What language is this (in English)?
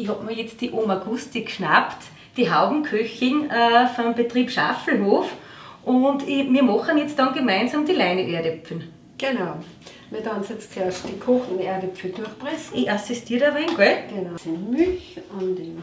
Bavarian